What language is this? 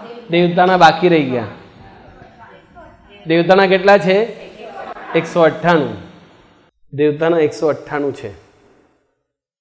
Gujarati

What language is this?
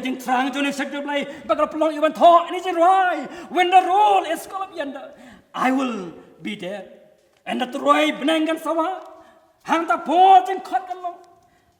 Khasi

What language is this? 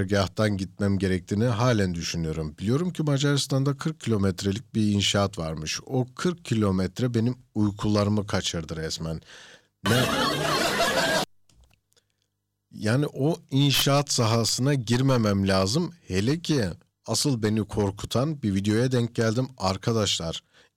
Turkish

